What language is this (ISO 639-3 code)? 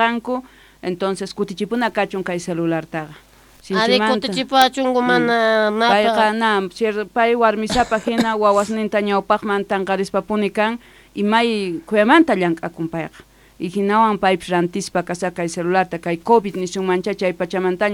quh